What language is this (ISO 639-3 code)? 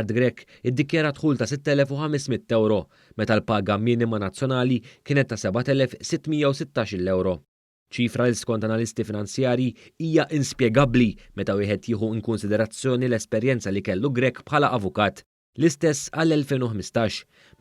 mlt